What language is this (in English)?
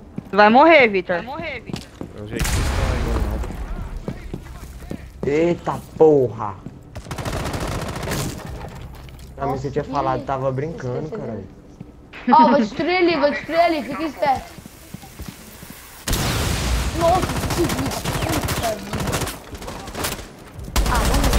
Portuguese